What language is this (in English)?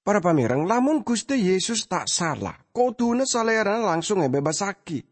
Madurese